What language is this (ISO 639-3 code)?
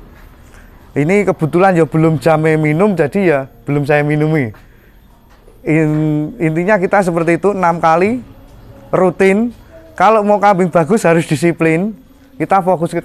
ind